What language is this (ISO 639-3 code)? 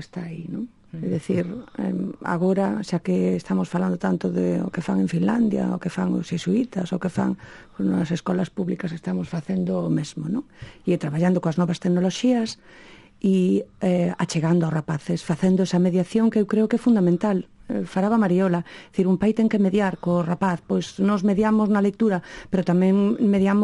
glg